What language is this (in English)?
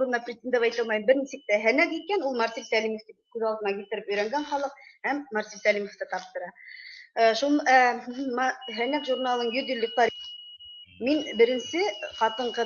Bashkir